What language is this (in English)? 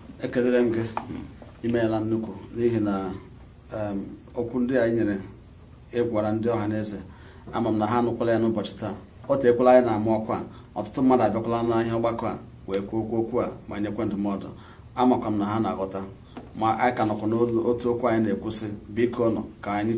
Igbo